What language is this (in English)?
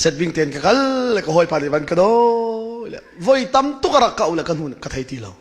Hakha Chin